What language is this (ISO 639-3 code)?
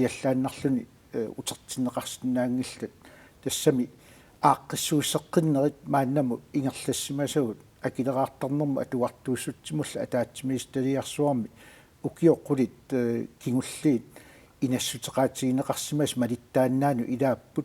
kal